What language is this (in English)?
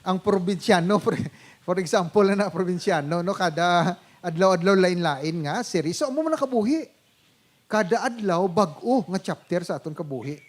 Hiligaynon